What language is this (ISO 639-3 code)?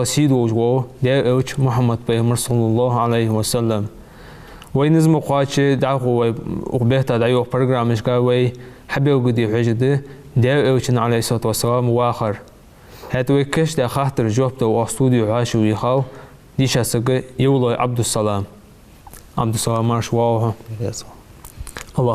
inh